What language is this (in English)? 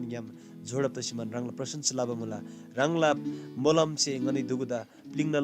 Eastern Tamang